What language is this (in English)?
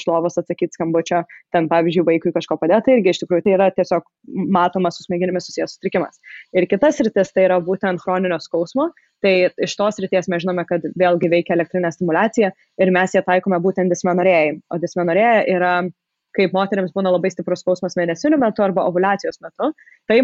Lithuanian